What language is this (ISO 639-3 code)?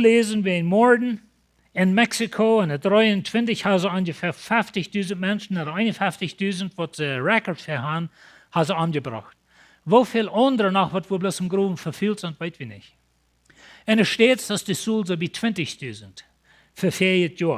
pdt